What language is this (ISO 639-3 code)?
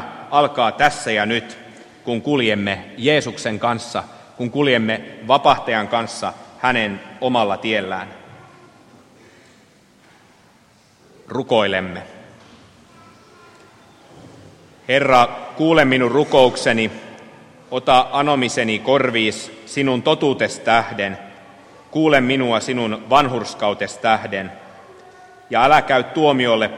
fin